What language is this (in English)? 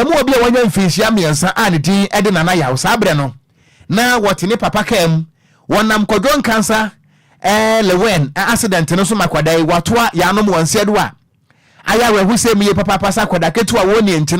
Akan